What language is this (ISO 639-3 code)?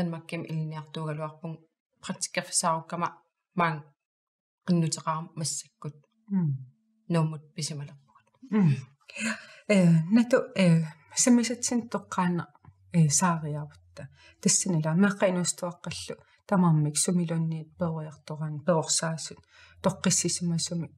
kal